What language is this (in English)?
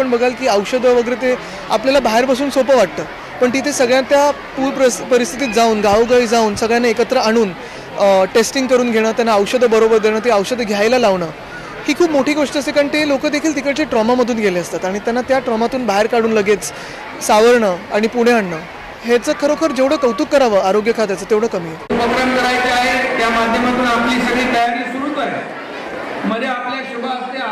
Marathi